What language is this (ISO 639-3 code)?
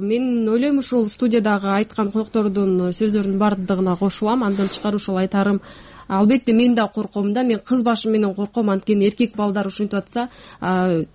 kir